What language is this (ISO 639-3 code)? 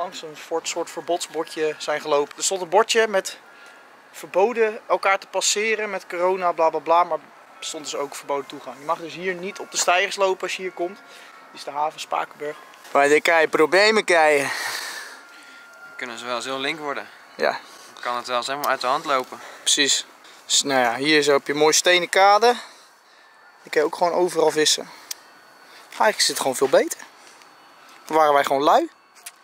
nld